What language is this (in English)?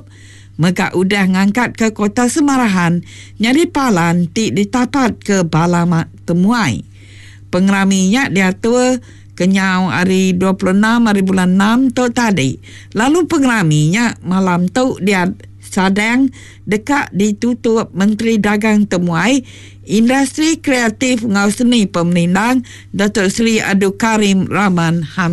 Iban